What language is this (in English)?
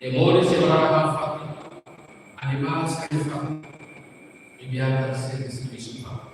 Tetum